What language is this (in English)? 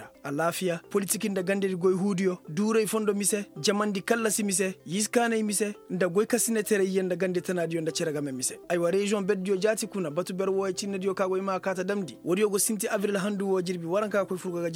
Koyraboro Senni